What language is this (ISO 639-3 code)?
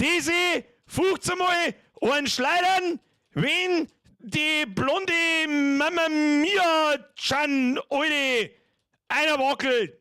bar